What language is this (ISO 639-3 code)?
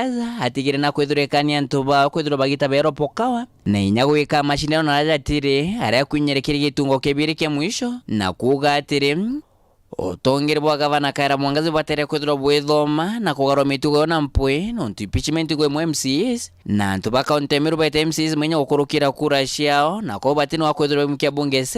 mer